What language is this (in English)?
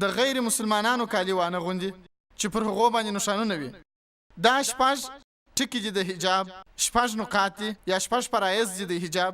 Pashto